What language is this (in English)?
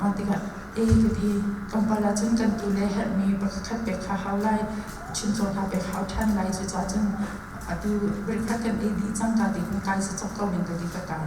Hakha Chin